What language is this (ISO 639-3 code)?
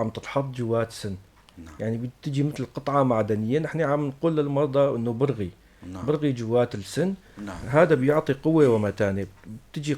apc